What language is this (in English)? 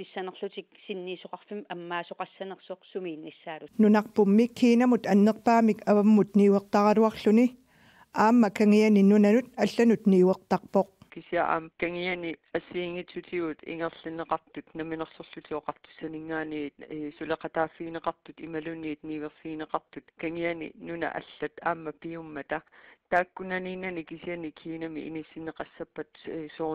Kalaallisut